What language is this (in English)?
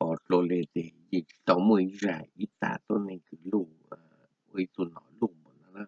Hmong